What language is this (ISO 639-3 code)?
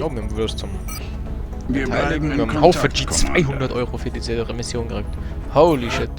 bar